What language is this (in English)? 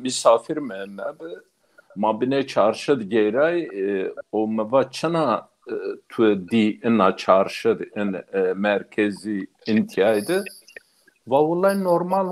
Zaza